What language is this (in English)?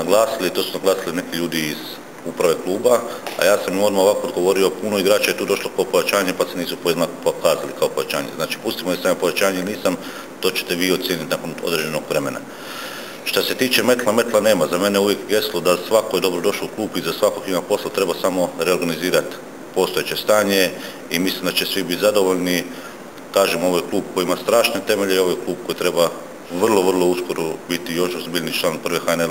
Croatian